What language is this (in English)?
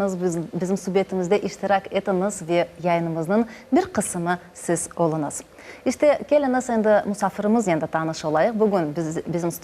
Crimean Tatar